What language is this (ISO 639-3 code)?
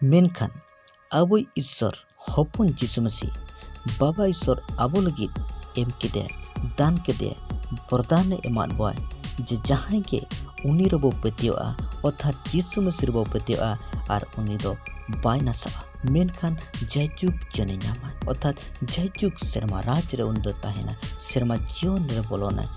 sat